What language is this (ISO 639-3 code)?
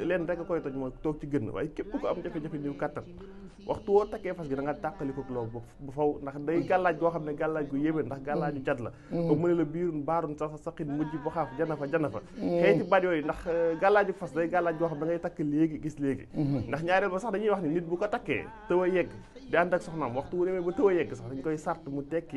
wol